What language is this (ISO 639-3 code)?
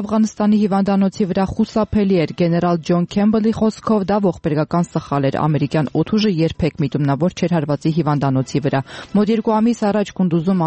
hye